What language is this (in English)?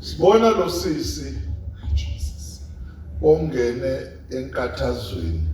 Zulu